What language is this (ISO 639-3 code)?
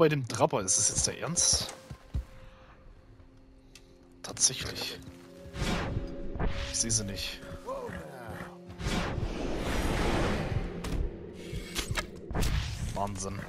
deu